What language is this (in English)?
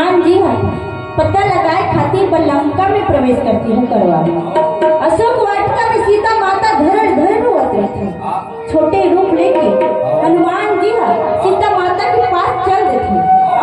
Chhattisgarhi